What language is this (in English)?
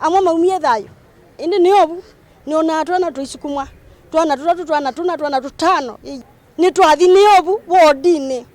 Kamba